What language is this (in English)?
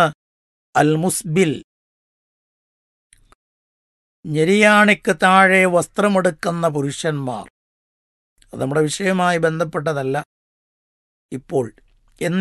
Malayalam